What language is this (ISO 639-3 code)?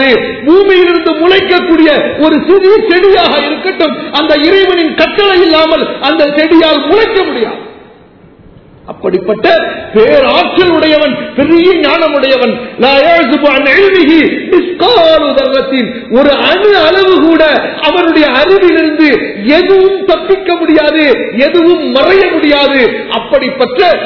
tam